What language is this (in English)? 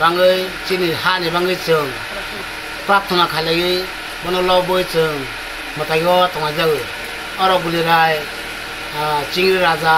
Kok Borok